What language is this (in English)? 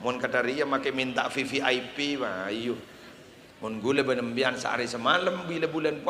Madurese